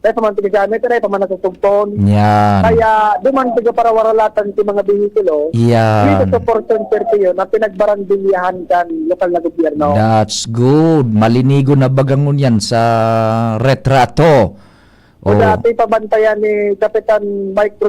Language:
Bikol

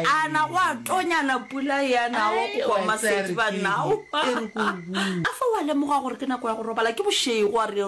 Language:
Northern Sotho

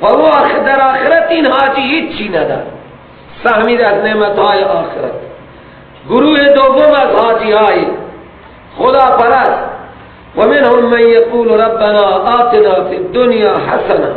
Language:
Persian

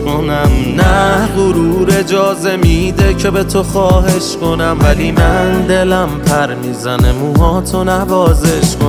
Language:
Persian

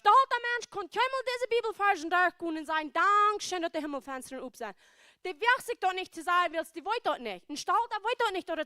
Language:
Plautdietsch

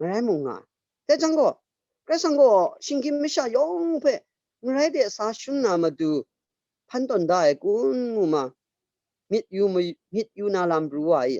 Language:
Kachin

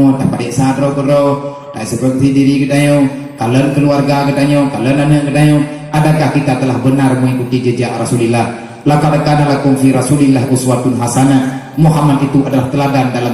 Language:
Achinese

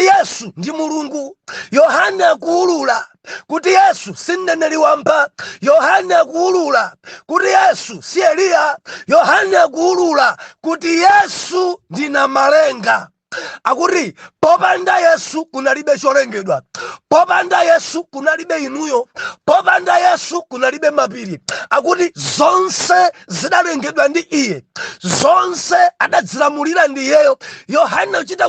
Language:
Nyanja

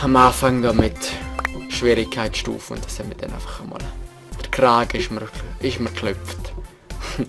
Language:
Swiss German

